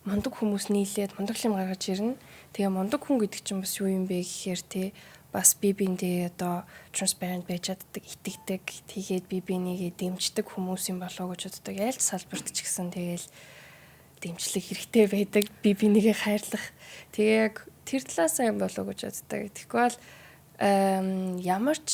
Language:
Mongolian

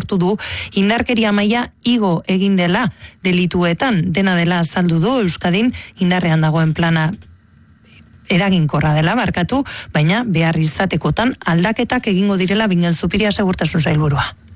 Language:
Basque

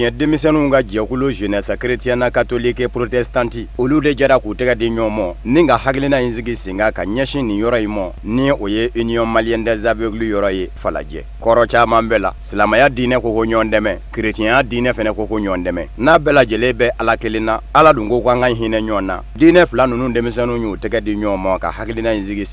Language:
Bambara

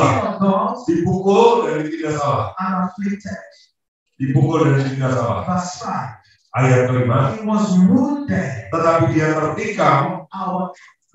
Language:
Indonesian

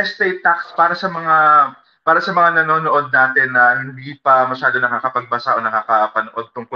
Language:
Filipino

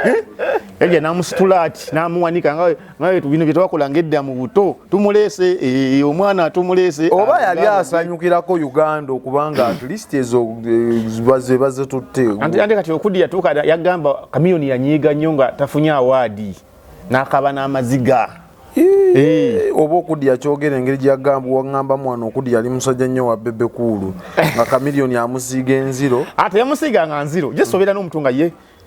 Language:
Ganda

